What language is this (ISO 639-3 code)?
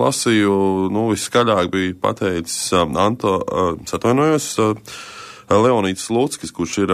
lav